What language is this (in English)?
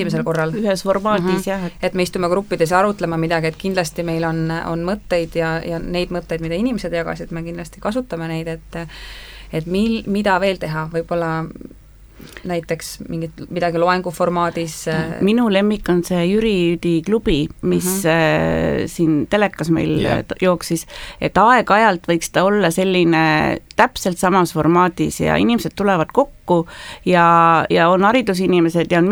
Estonian